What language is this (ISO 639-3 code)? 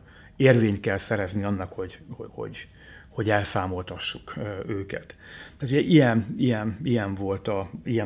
hun